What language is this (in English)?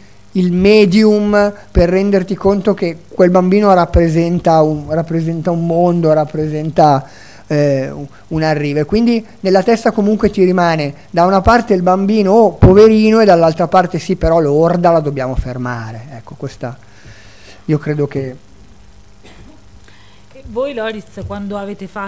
Italian